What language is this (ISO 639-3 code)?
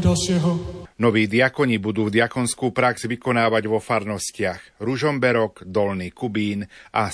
slk